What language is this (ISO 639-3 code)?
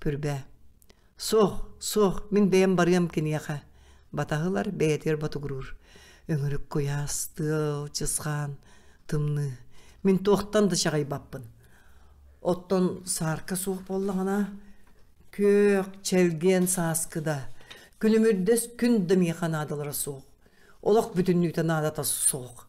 sah